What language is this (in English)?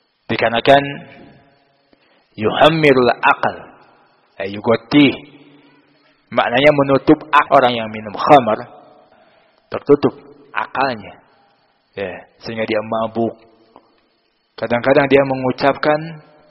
Indonesian